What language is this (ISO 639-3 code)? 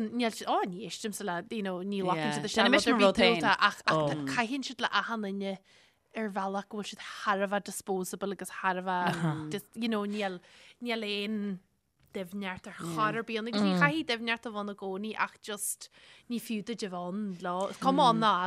gle